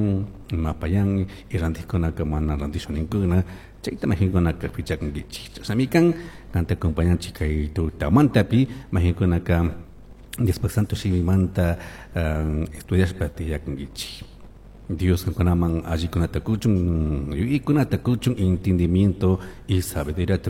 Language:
Chimborazo Highland Quichua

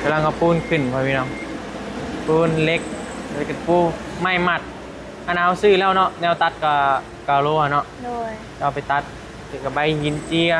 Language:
Northeastern Thai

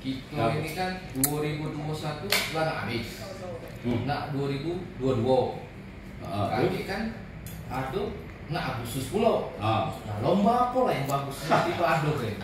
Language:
Musi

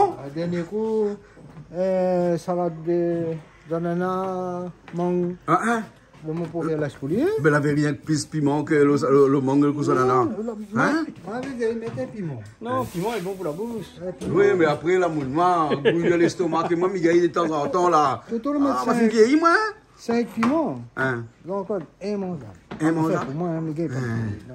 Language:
Réunion Creole French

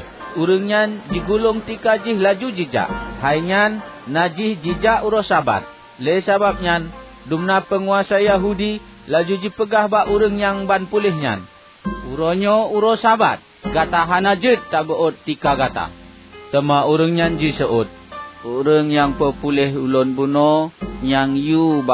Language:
Achinese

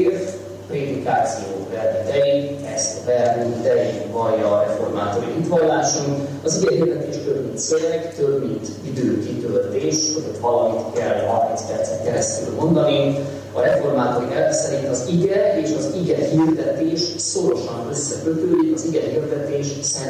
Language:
Hungarian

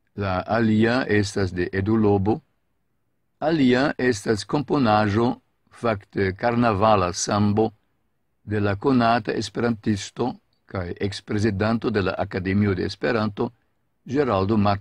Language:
Esperanto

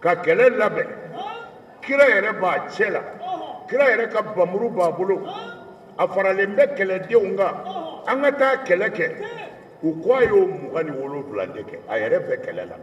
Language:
Bambara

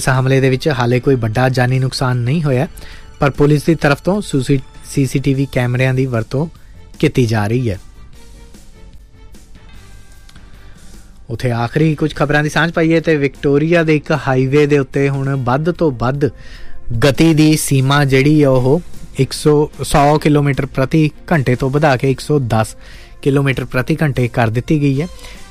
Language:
Punjabi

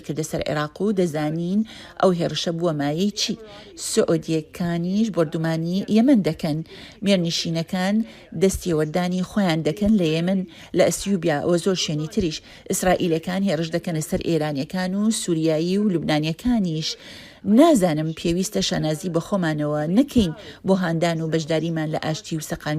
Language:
Central Kurdish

